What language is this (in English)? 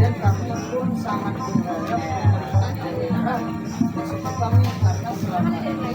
Banjar